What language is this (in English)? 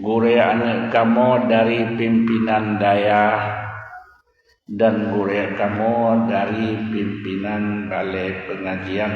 Achinese